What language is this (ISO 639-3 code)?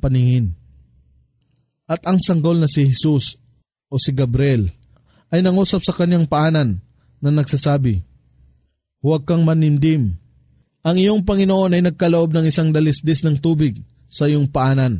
fil